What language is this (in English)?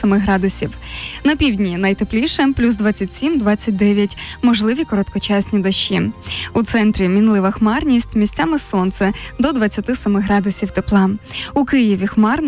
Ukrainian